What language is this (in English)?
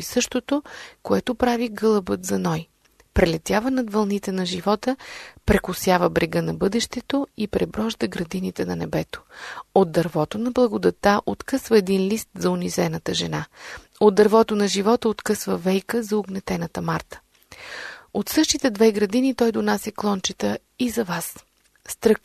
Bulgarian